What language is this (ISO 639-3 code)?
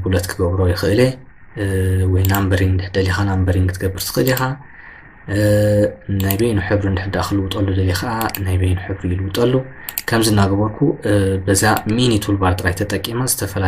tir